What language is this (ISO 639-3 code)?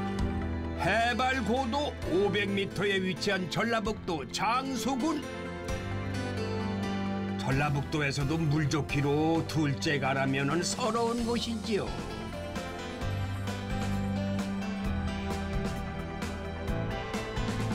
kor